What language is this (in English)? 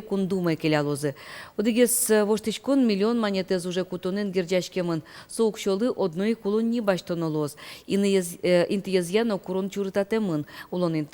Udmurt